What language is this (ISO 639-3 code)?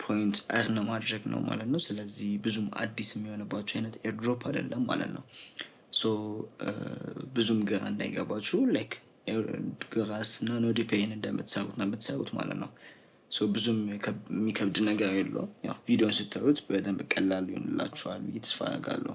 amh